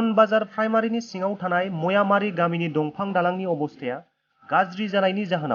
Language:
Bodo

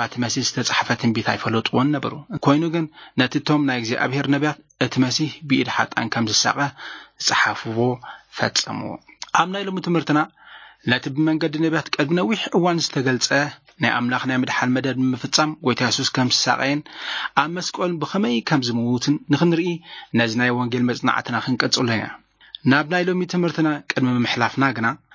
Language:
Tigrinya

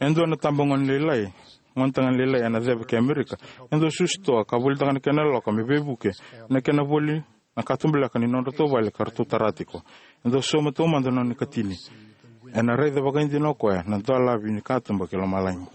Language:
Fijian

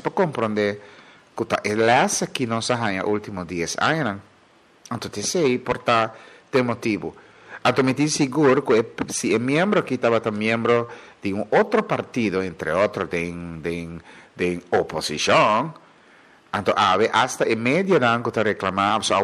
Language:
Papiamento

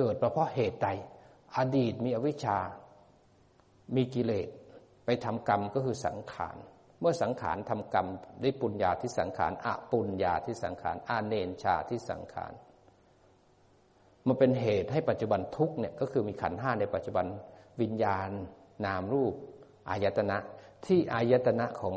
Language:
Thai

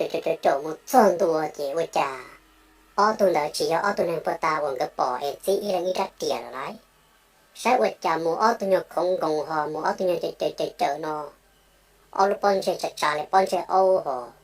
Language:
Hmong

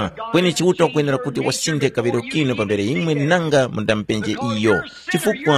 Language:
Tumbuka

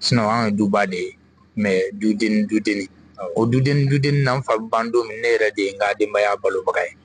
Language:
Bambara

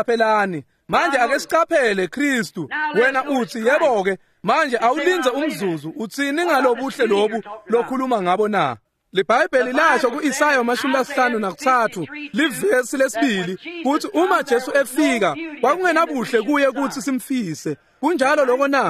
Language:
Swati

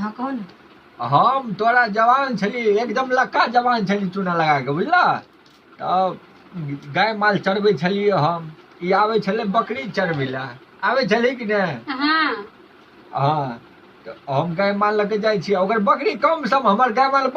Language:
Maithili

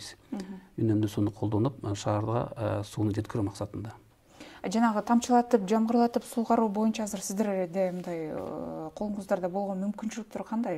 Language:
Kyrgyz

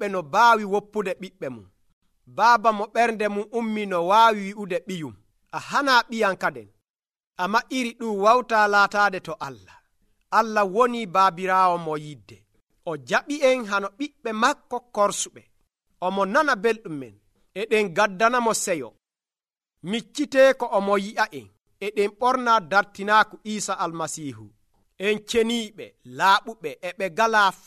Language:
Nigerian Fulfulde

